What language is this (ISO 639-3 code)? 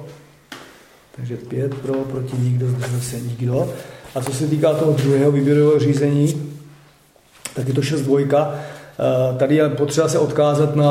ces